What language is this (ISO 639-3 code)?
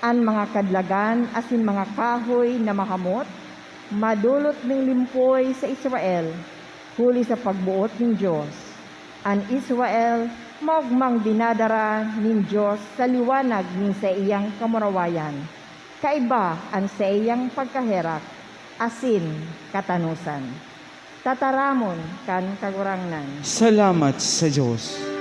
bik